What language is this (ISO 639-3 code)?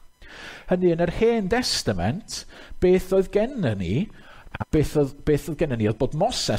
cym